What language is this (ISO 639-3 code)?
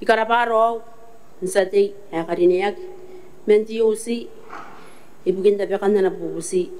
gil